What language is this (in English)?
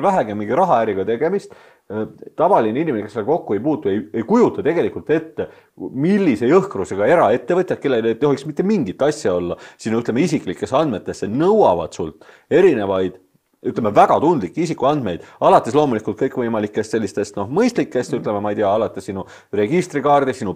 Estonian